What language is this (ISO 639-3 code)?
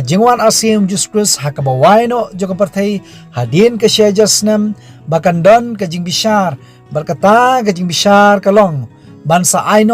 kha